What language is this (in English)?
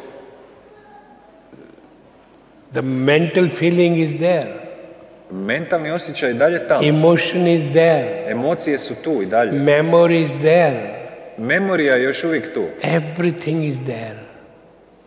Croatian